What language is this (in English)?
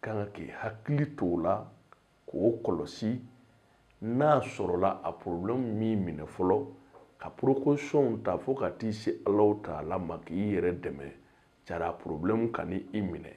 Bambara